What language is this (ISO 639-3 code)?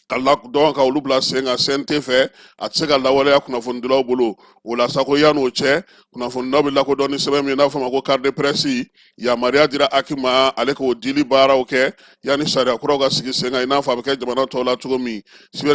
bam